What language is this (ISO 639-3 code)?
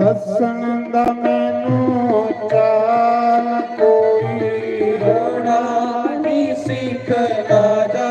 doi